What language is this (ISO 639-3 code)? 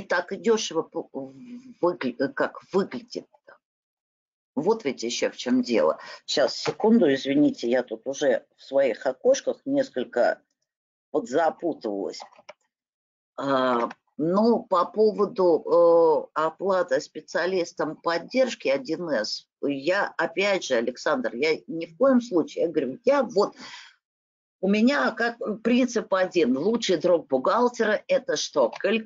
rus